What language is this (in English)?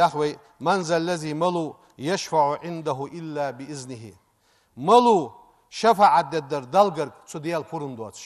Ingush